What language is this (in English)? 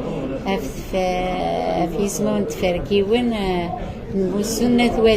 Kabyle